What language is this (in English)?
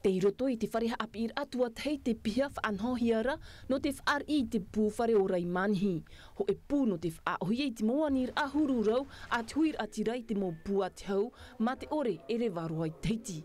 Tahitian